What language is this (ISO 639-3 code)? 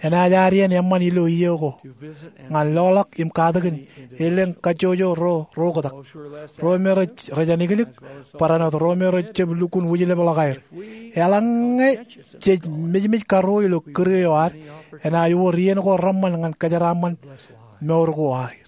mah